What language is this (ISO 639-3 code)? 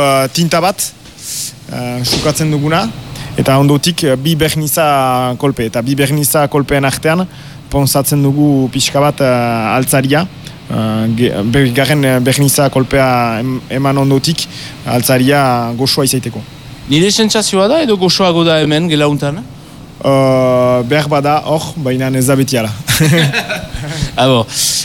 eus